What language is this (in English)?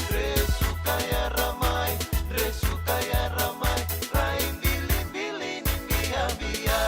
Fijian